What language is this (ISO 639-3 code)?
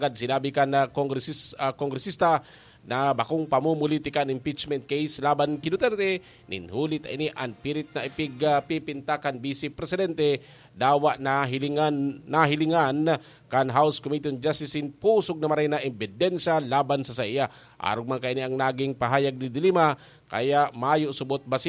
bik